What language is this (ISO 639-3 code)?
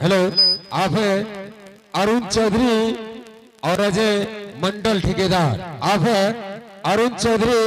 anp